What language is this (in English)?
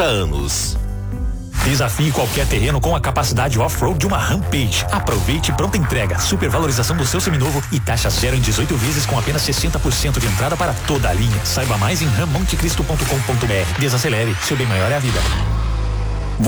Portuguese